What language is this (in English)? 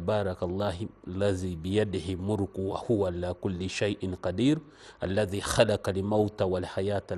Ganda